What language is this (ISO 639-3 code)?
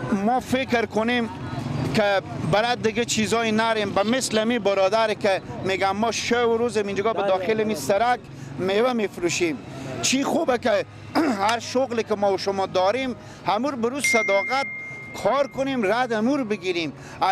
fas